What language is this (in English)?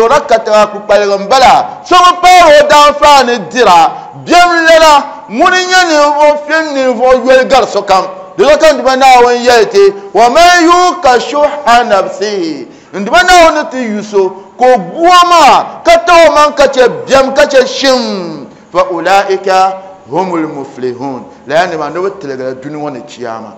Dagbani